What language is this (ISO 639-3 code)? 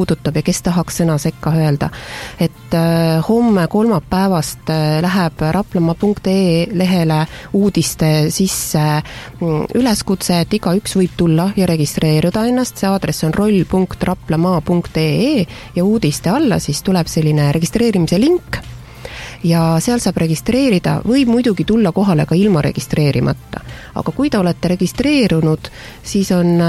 est